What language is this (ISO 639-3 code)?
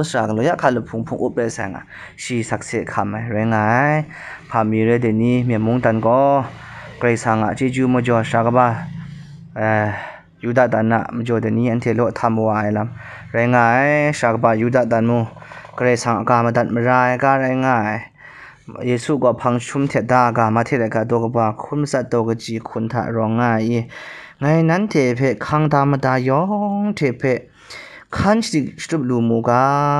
kac